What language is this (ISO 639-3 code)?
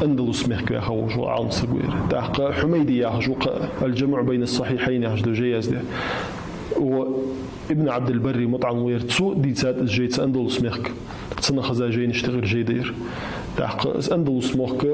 inh